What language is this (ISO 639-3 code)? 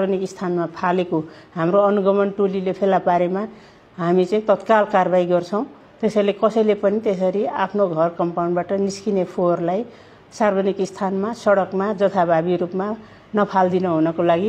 nep